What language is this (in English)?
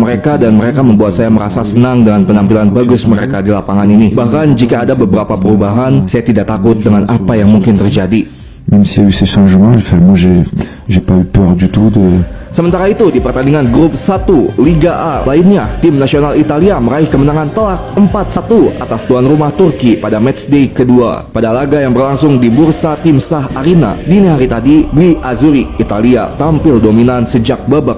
Indonesian